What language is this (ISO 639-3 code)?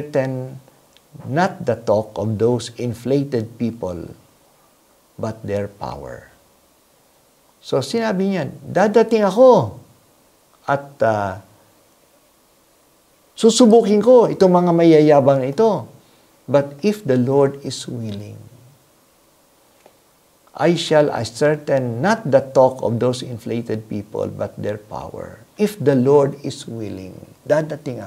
fil